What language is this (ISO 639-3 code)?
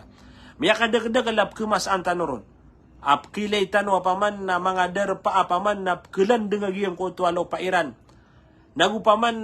mrw